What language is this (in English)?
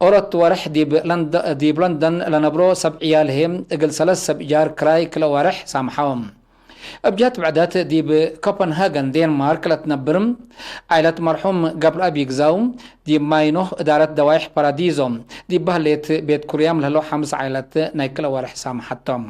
Tigre